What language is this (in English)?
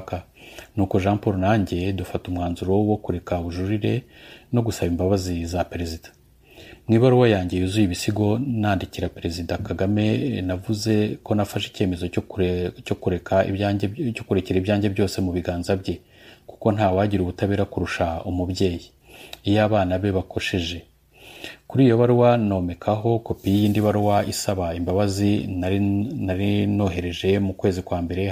Kinyarwanda